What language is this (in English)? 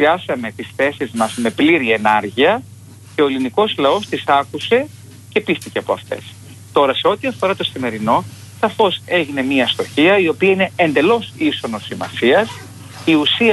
Greek